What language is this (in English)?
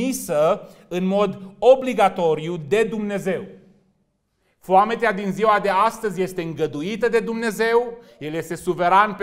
Romanian